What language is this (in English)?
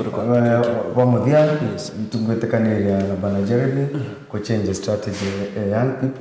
Meru